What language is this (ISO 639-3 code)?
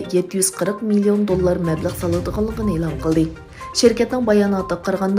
uig